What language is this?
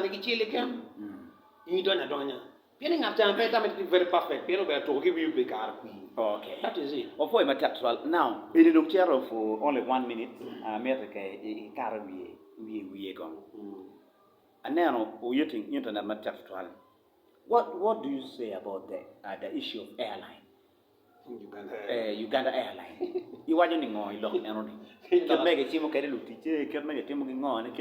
Acoli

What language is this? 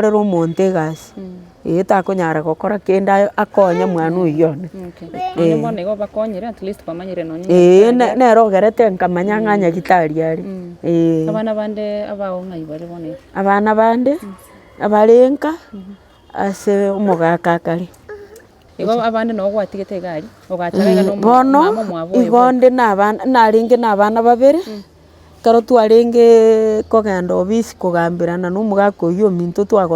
Gusii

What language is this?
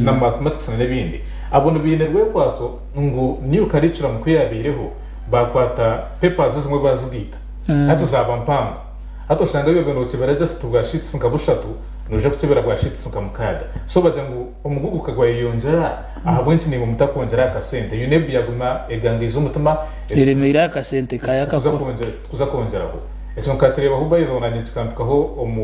Nyankole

